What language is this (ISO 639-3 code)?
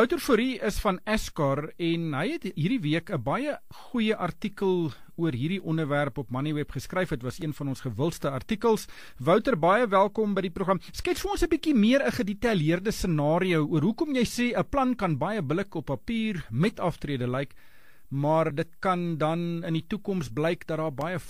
afr